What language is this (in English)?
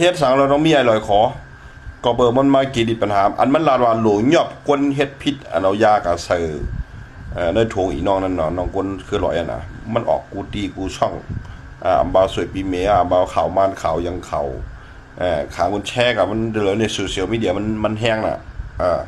Shan